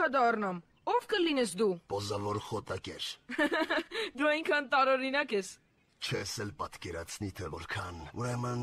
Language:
Armenian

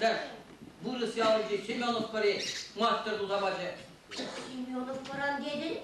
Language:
Chuvash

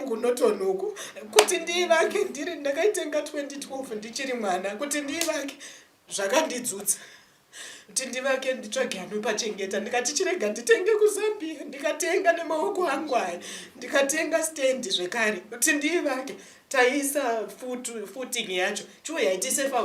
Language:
Shona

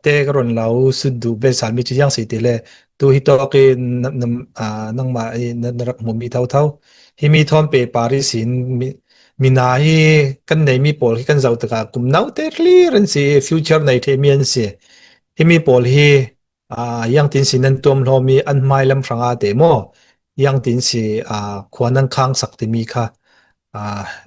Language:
Falam Chin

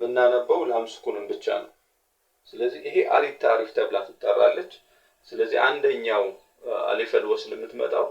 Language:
Amharic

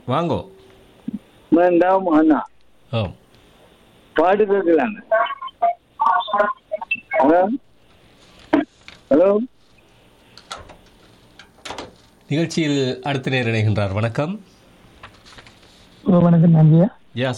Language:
Tamil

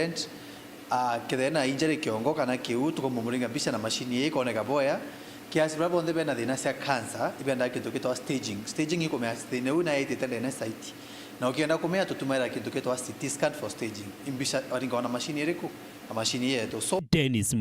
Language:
Meru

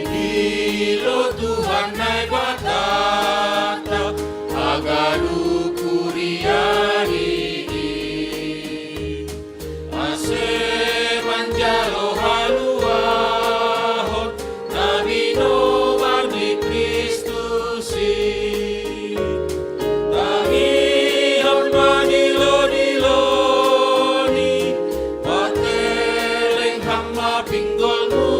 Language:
Batak Simalungun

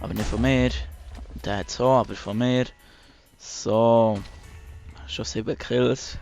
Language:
Swiss German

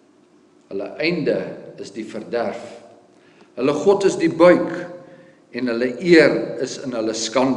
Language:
Afrikaans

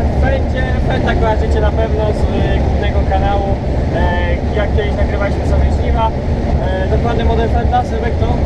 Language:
Polish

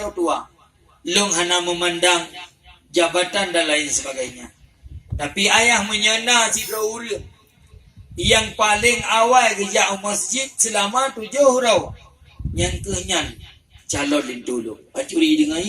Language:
Achinese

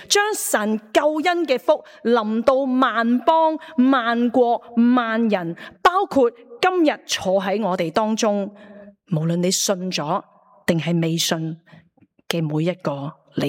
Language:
Cantonese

